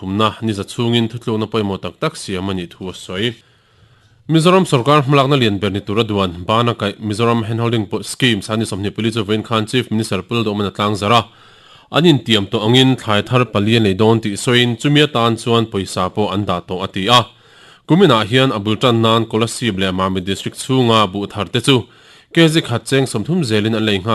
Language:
Mizo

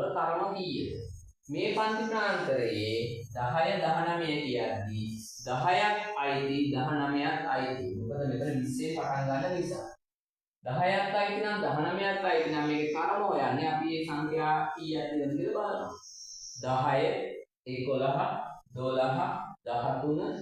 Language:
Sinhala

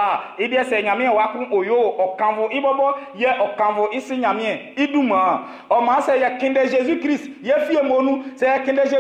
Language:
Baoulé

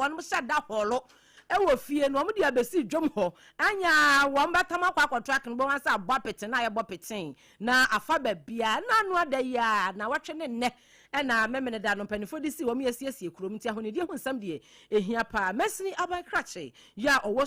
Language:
Akan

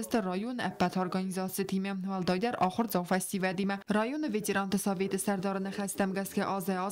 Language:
Ossetic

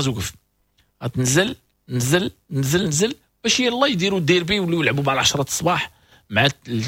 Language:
Moroccan Arabic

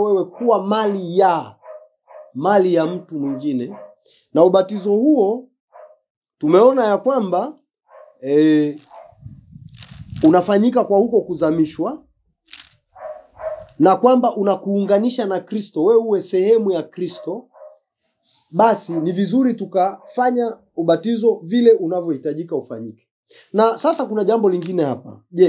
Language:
Swahili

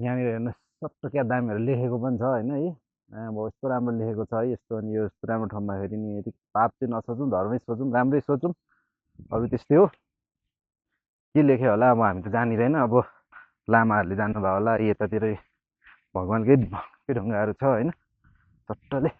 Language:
Nepali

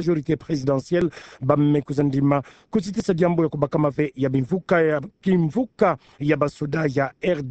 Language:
Kituba (Democratic Republic of Congo)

